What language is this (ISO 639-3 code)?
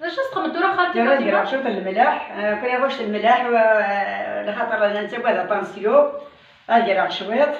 kab